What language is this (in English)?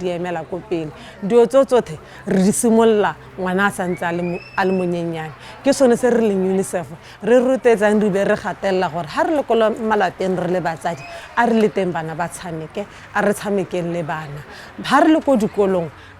Tswana